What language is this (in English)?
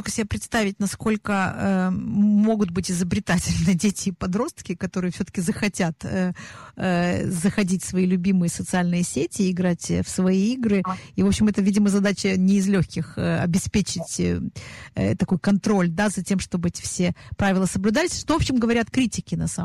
Russian